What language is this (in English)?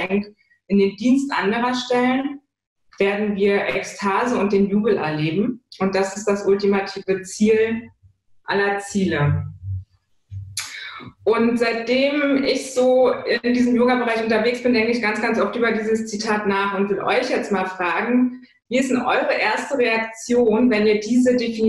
German